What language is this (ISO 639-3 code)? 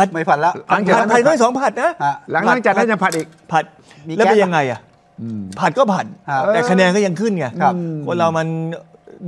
tha